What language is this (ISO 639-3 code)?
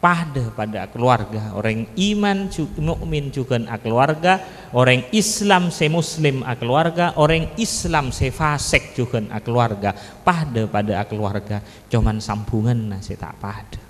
mad